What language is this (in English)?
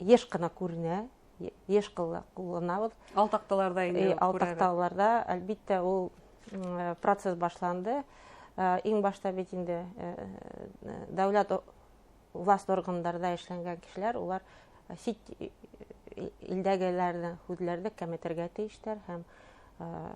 Bashkir